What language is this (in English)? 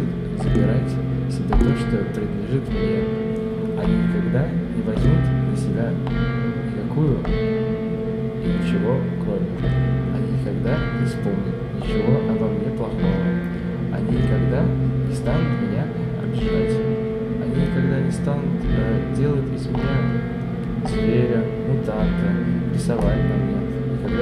Russian